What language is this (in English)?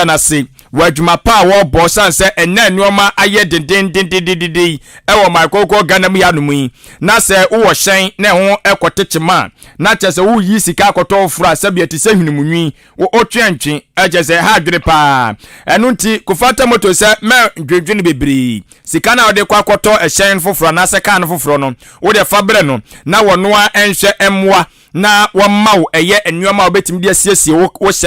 Akan